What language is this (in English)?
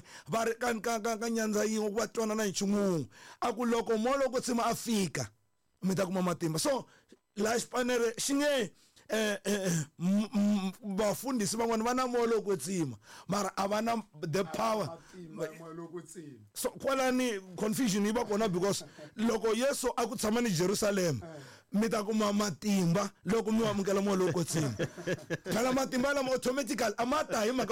Tsonga